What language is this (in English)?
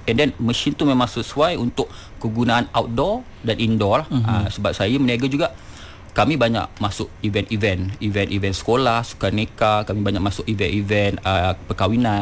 Malay